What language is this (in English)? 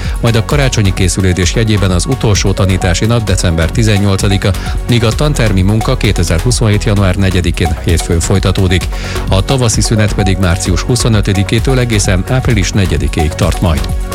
Hungarian